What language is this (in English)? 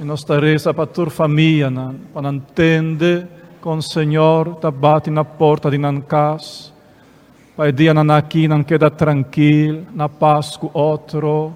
Papiamento